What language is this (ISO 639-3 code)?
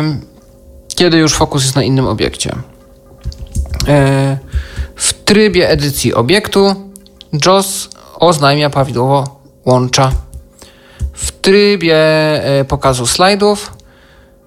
pol